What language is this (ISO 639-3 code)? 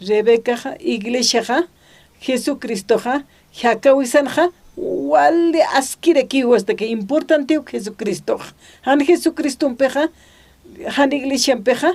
aym